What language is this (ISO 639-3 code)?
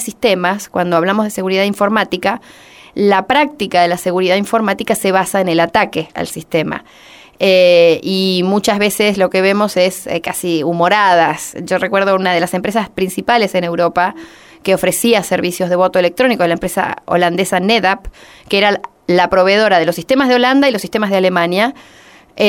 spa